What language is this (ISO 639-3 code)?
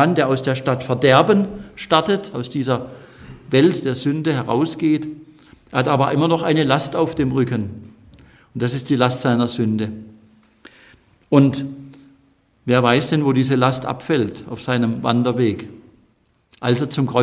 deu